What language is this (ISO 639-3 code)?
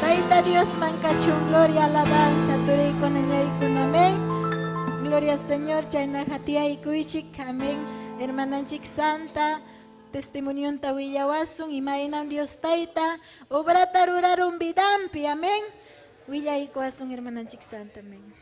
quy